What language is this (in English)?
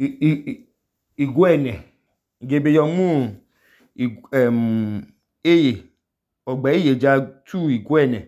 Idoma